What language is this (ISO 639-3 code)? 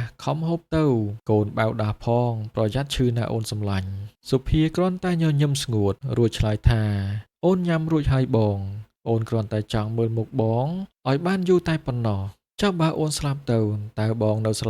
khm